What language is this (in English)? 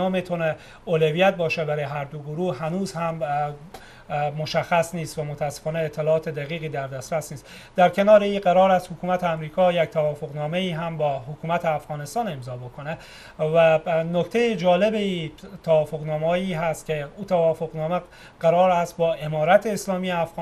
Persian